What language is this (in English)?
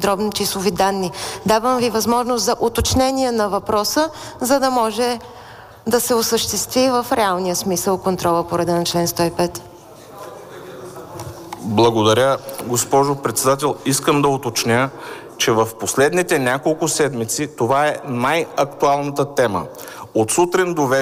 Bulgarian